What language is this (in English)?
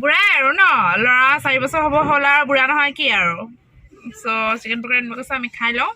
Assamese